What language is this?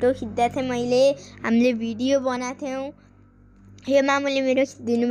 Nepali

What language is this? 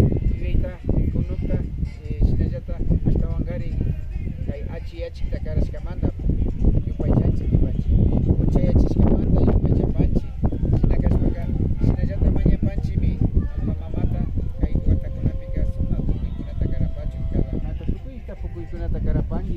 Imbabura Highland Quichua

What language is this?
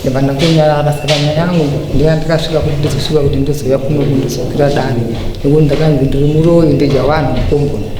Shona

